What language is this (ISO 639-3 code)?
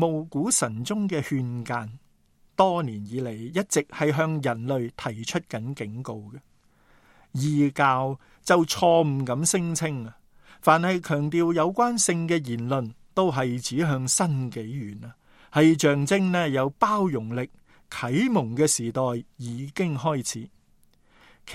yue